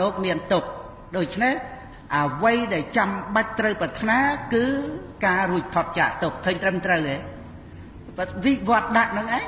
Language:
Khmer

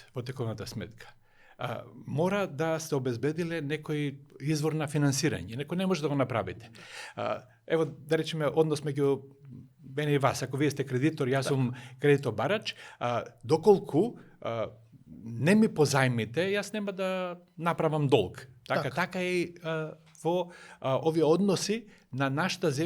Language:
Macedonian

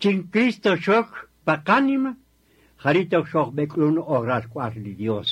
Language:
Kaqchikel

